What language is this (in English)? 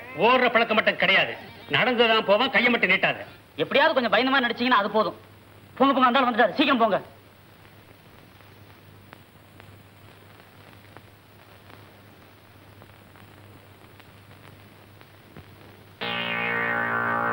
Tamil